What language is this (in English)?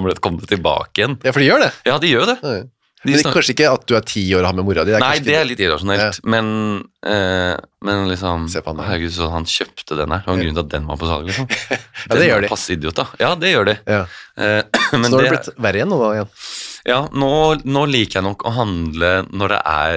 Norwegian